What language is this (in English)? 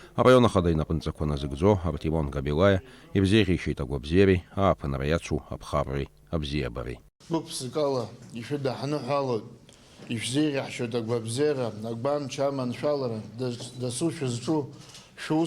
Abkhazian